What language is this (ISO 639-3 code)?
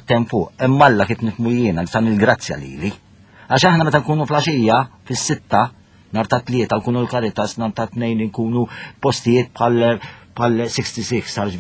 mlt